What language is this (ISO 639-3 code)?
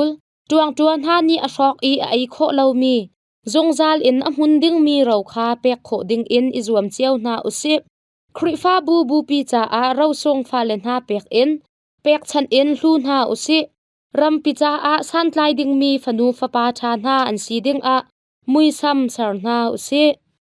cnh